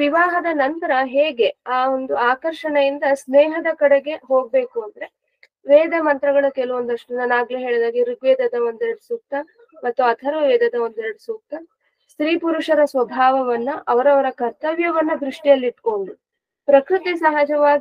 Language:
Kannada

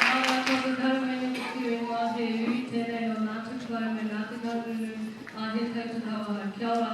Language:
Māori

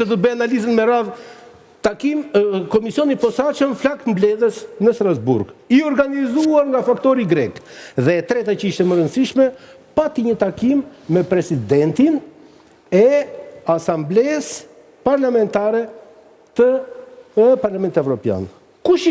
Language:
Albanian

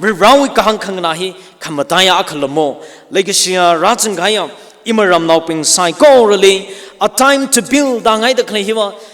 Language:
Tangkhul Naga (India)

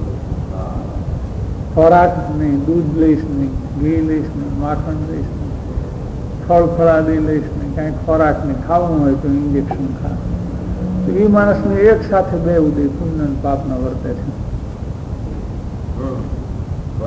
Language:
Gujarati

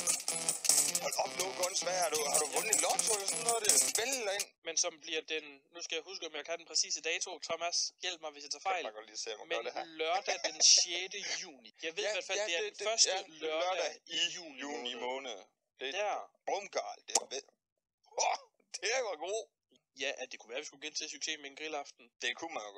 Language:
Danish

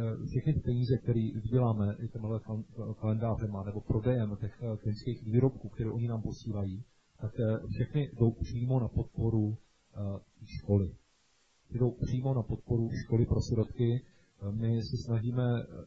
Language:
Czech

